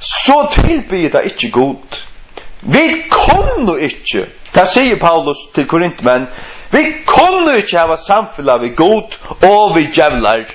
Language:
Faroese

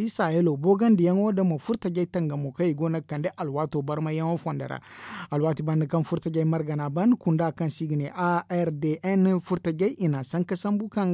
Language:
Zarma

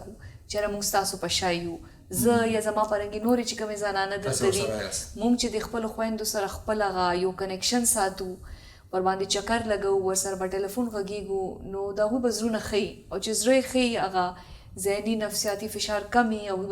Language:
Pashto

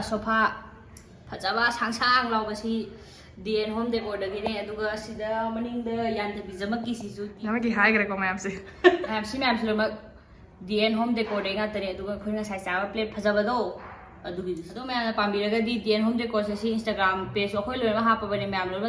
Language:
Manipuri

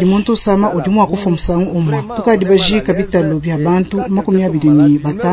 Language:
Luba-Lulua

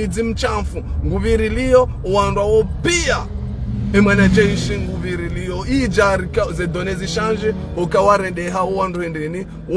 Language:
Ngazidja Comorian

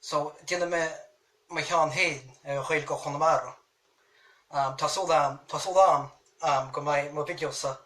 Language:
Irish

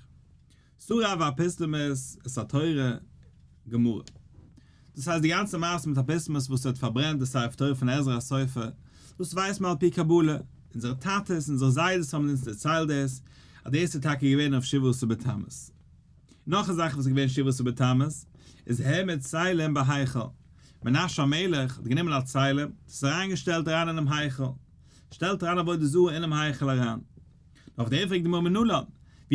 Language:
Yiddish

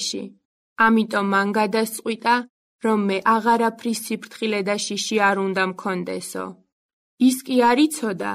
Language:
Georgian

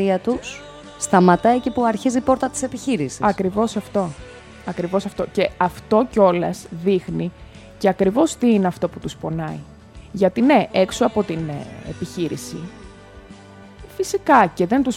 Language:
Greek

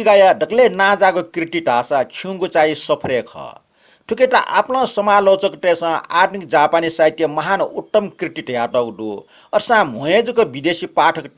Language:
Newari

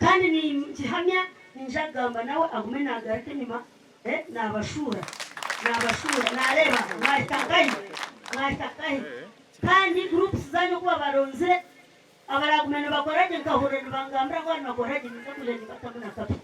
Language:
Nyankole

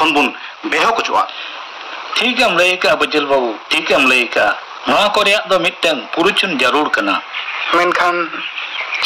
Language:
Santali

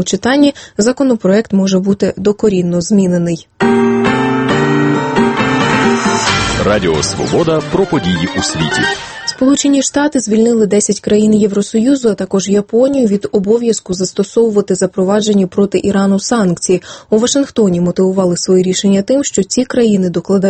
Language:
Ukrainian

